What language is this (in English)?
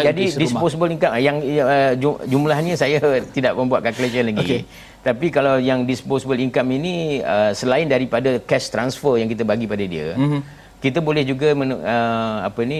Malay